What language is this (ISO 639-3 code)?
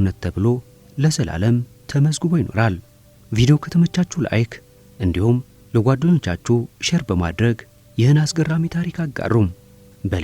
amh